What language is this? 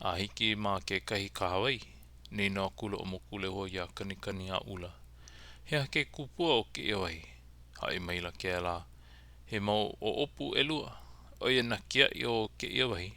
Hawaiian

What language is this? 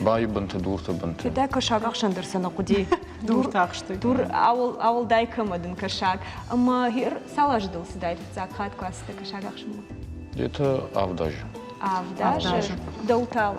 Ossetic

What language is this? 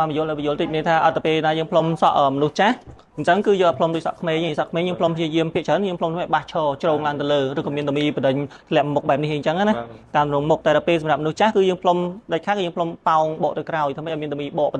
Khmer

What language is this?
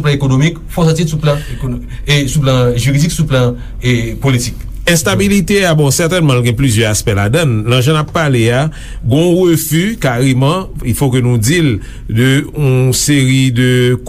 Haitian Creole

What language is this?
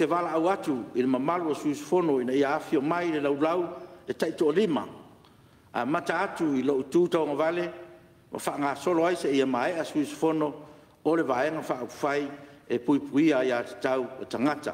Samoan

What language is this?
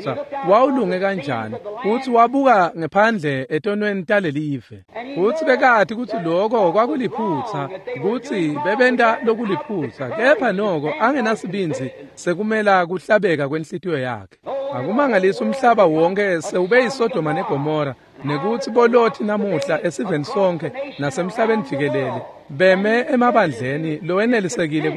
Swati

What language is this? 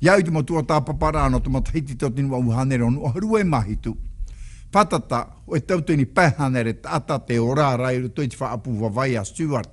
Tahitian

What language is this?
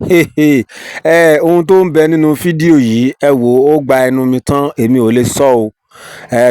Yoruba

